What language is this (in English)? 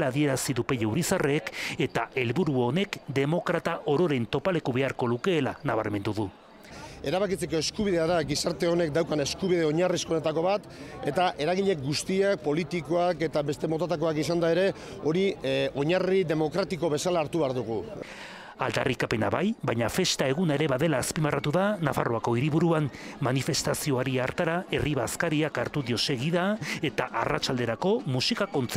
Basque